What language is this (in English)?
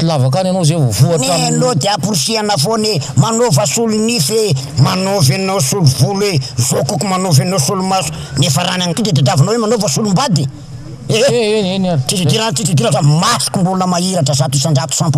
Malagasy